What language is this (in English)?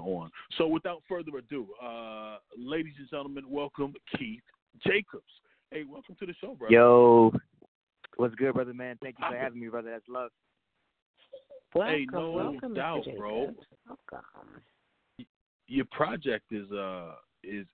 English